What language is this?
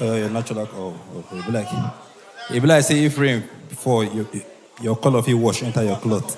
Nigerian Pidgin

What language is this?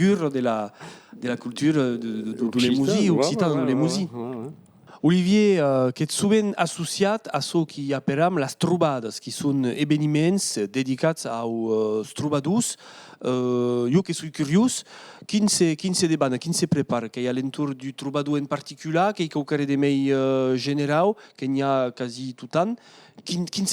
Occitan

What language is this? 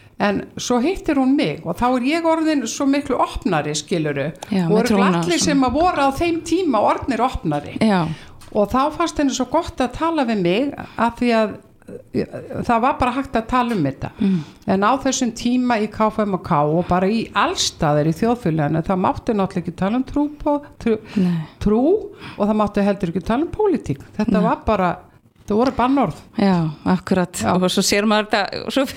Icelandic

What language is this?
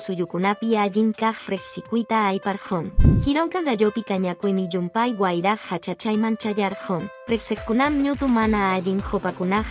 Quechua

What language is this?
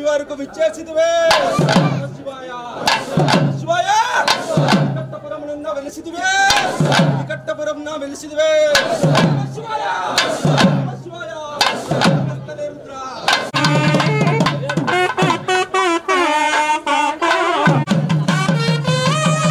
Telugu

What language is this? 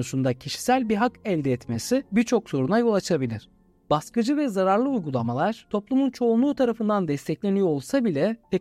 Turkish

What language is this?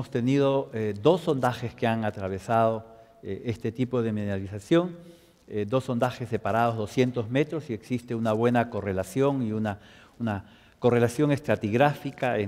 Spanish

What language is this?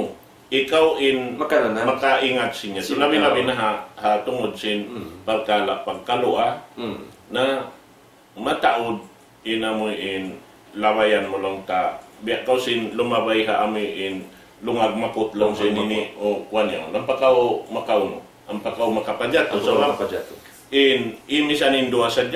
Tausug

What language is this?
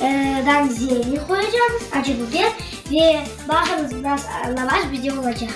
Crimean Tatar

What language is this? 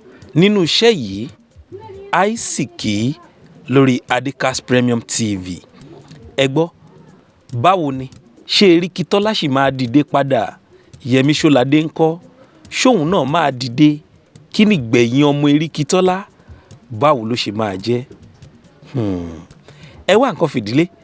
Yoruba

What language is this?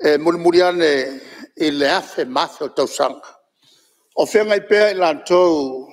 Samoan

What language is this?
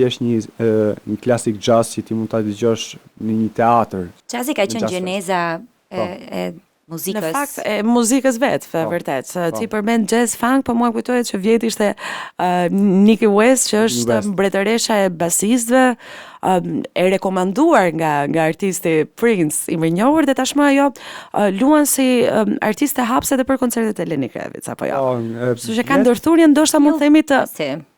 Albanian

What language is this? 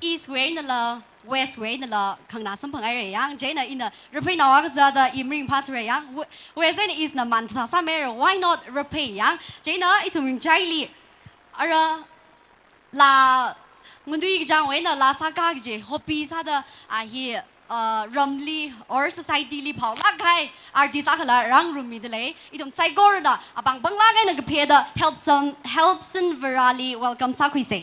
Tangkhul Naga (India)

